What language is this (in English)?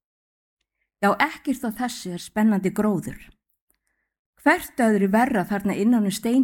Icelandic